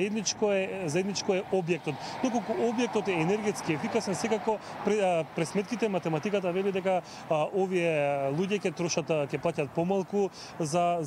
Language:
Macedonian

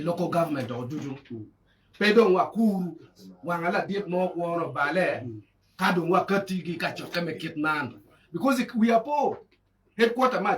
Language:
Acoli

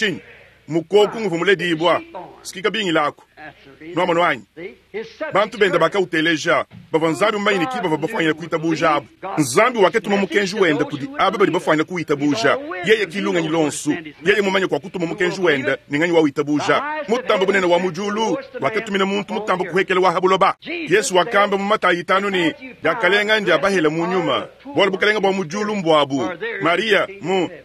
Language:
Luba-Lulua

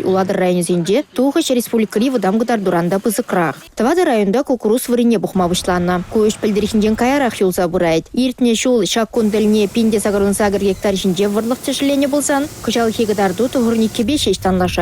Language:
Chuvash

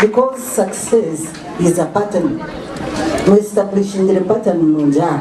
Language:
Nyankole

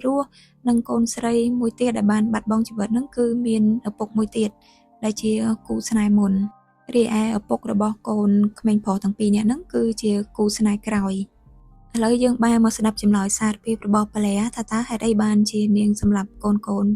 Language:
Khmer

